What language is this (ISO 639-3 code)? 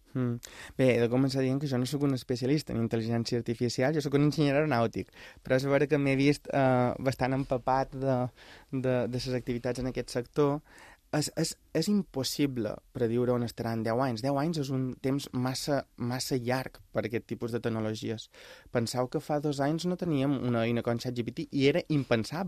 cat